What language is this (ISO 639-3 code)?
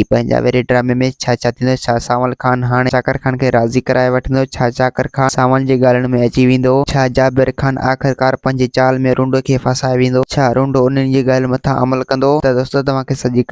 snd